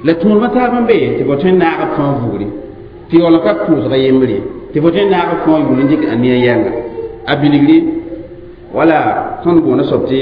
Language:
Mossi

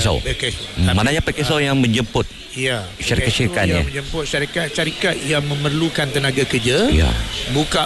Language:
Malay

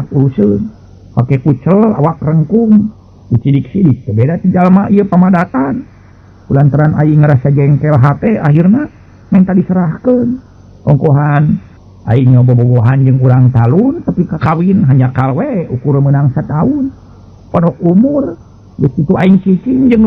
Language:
Sundanese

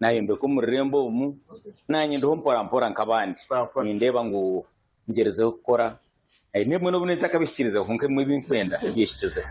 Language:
Nyankole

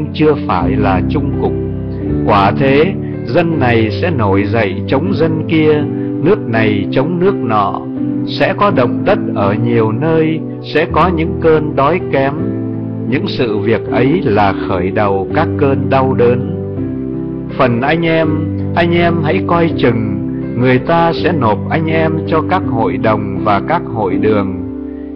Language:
Vietnamese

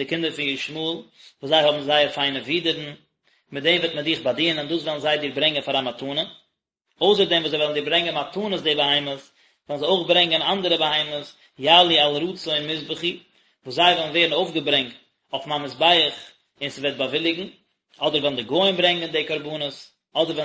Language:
Yiddish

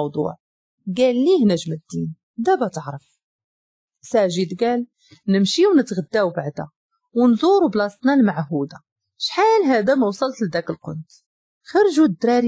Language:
Moroccan Arabic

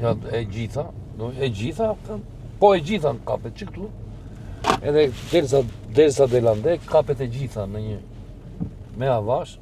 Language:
Albanian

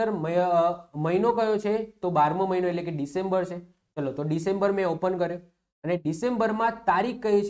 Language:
Gujarati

